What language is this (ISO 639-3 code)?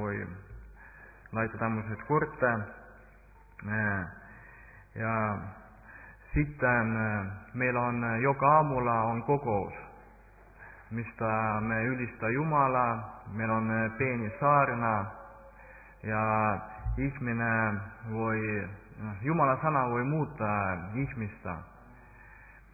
fin